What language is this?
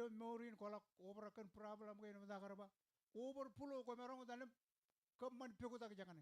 Marshallese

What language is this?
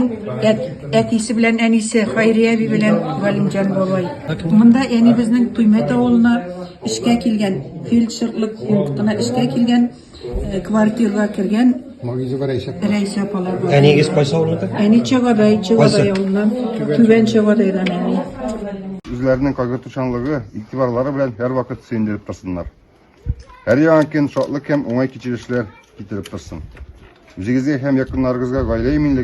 Tatar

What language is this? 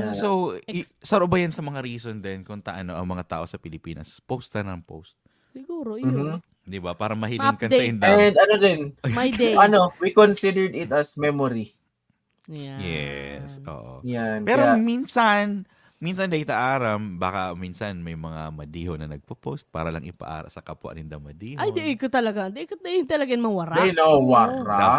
Bikol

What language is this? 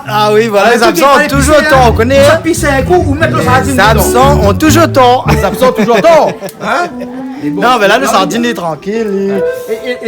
Réunion Creole French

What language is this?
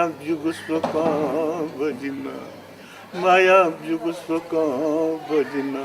Newari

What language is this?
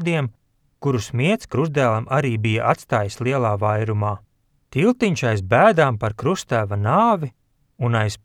Latvian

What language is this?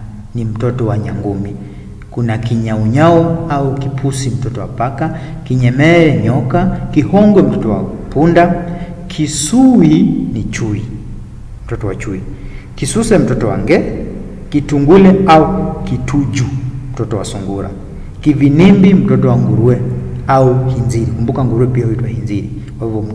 Swahili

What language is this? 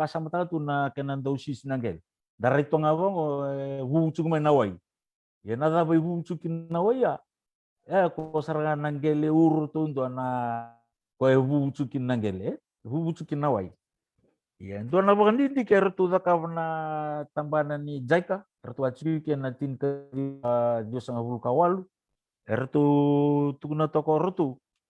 Fijian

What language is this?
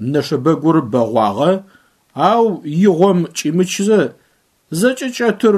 Adyghe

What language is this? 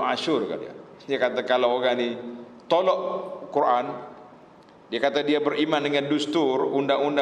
Malay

